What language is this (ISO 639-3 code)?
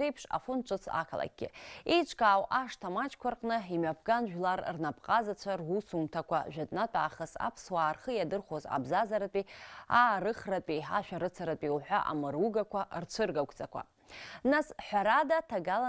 abk